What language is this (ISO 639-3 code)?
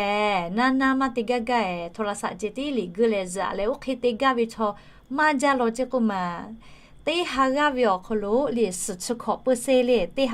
lhu